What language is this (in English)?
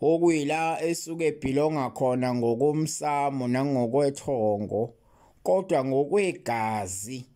Zulu